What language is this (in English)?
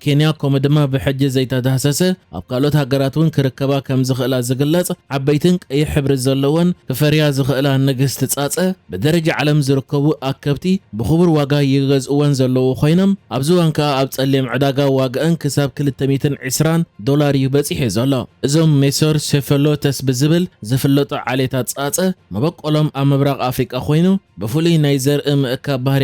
Tigrinya